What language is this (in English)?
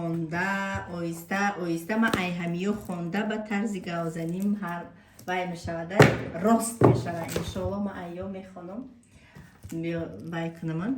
Tajik